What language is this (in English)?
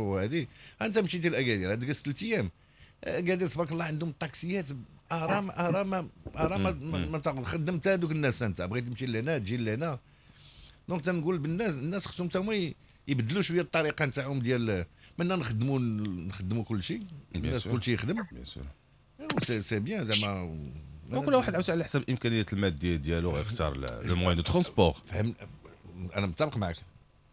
Moroccan Arabic